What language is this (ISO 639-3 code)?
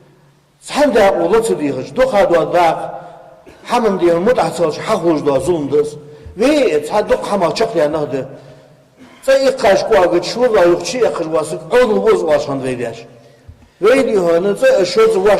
inh